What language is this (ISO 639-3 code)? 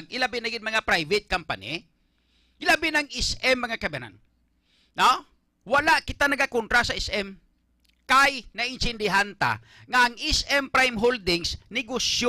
hil